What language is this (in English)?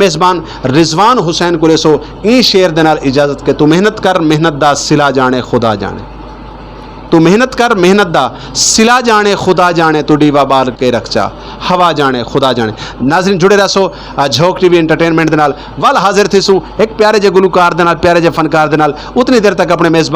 Saraiki